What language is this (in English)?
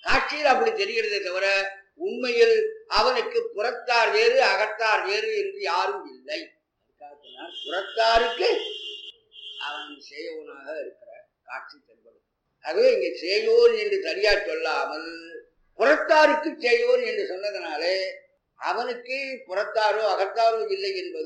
Tamil